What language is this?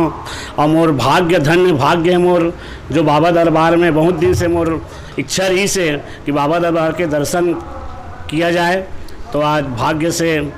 Chhattisgarhi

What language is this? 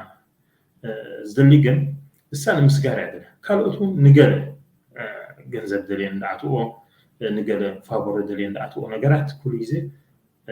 Tigrinya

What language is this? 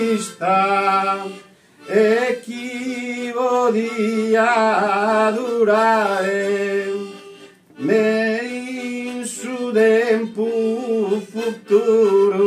Sardinian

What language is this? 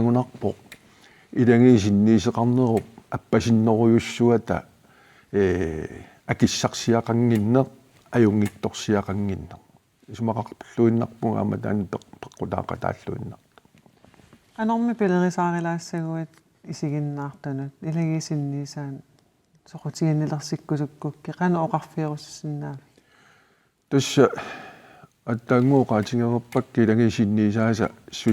Kalaallisut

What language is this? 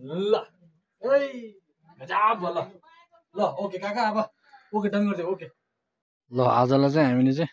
Nepali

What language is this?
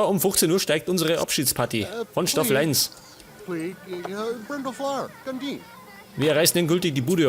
Bavarian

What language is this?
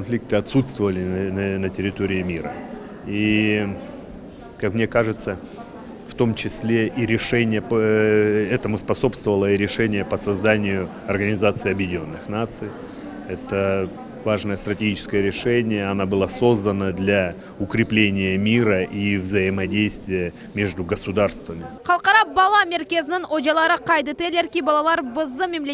Crimean Tatar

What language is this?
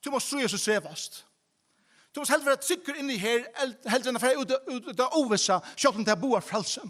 Faroese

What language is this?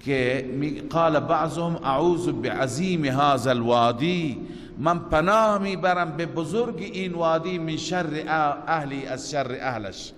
Persian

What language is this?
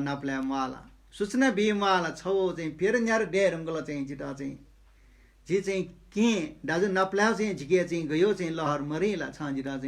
Newari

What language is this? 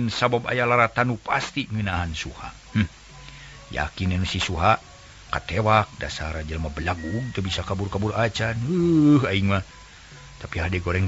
Sundanese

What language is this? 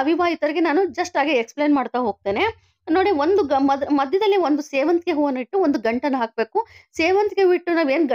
Kannada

